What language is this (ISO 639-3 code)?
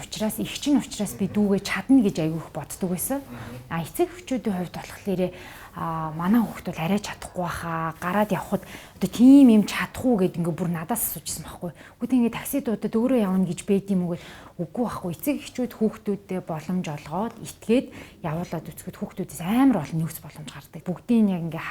mon